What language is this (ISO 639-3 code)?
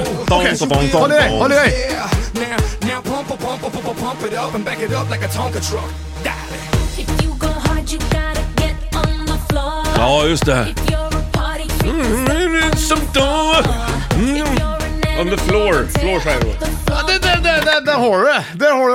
swe